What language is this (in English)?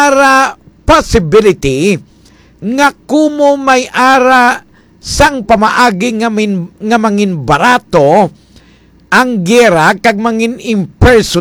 Hiligaynon